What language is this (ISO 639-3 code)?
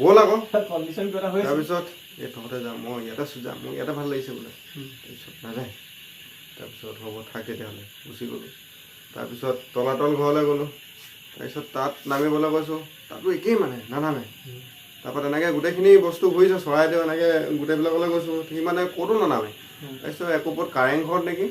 asm